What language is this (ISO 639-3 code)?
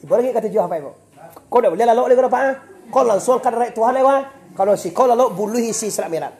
min